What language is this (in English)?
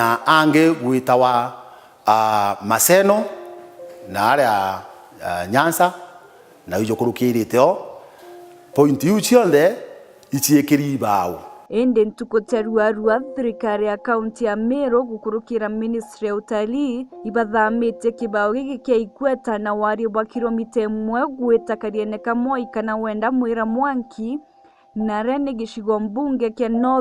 Meru